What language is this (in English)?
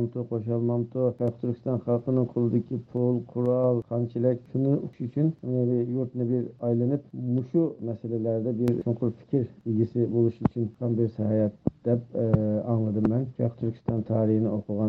Uyghur